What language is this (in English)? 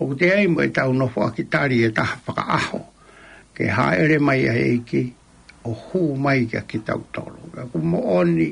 Tongan